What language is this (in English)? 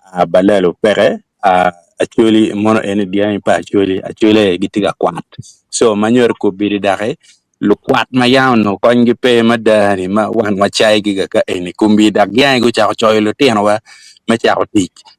Acoli